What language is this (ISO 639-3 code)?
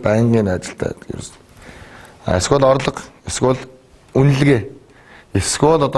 mon